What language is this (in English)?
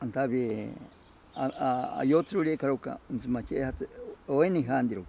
Ashéninka Perené